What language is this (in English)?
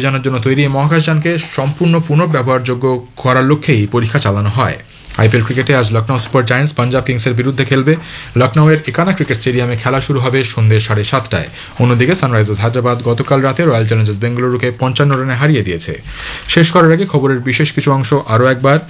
Bangla